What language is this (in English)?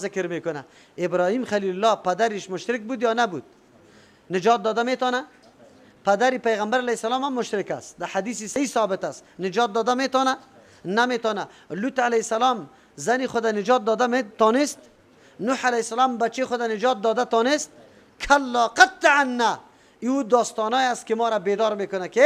Persian